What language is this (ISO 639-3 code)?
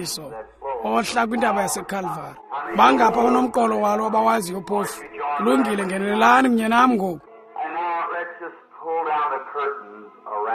xho